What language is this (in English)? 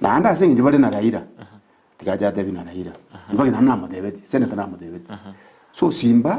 Gusii